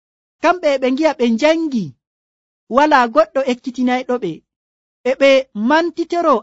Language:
Nigerian Fulfulde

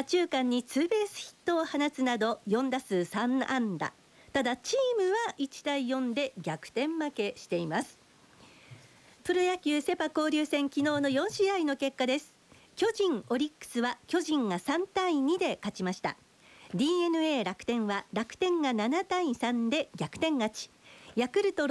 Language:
Japanese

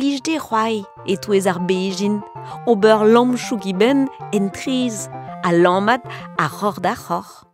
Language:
Breton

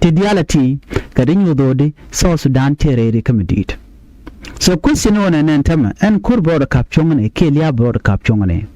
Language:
Nuer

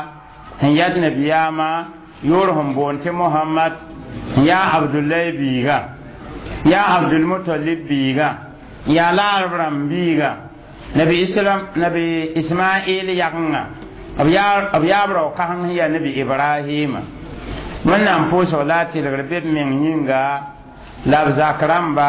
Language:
Mossi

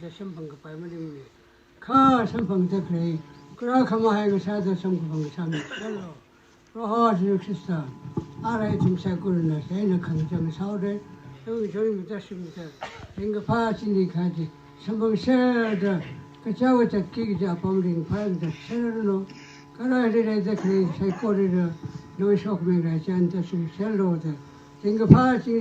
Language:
Tangkhul Naga (India)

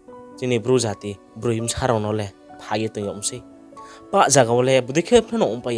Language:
Riang (India)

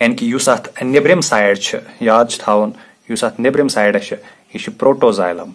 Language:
Kashmiri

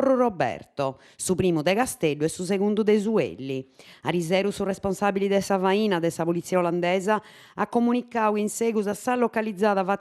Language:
Sardinian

